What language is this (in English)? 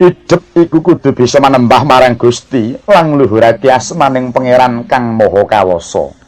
Javanese